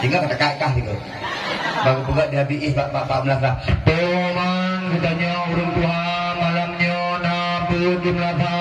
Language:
Achinese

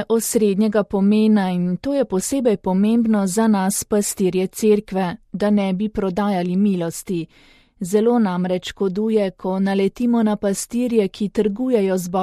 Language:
Slovenian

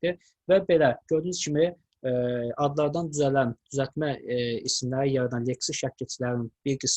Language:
Azerbaijani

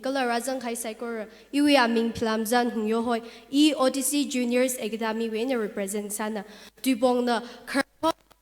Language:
Tangkhul Naga (India)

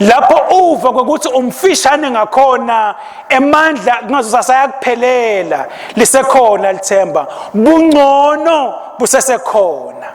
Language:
Swati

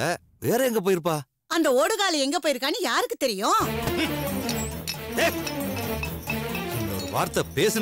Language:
Tamil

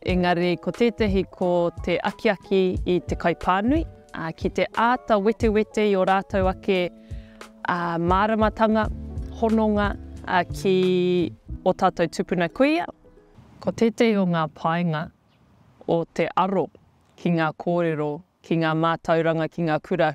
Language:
Māori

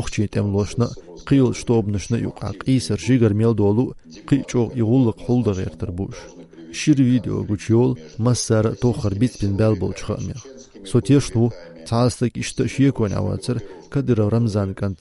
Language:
Chechen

